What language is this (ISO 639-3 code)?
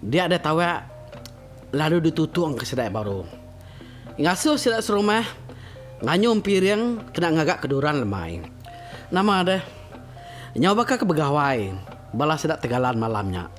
iba